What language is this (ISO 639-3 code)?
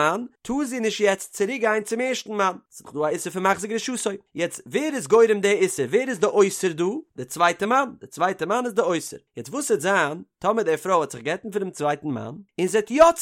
yid